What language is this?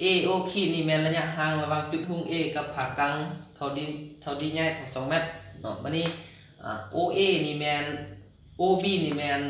Lao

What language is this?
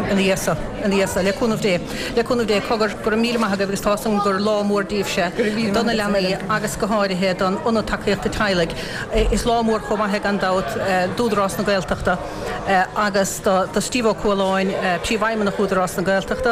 Irish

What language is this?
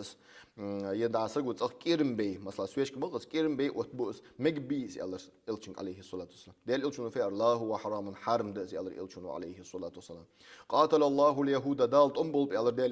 Ingush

